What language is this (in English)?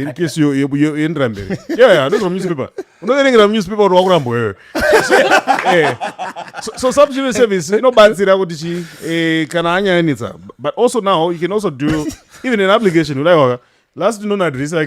Shona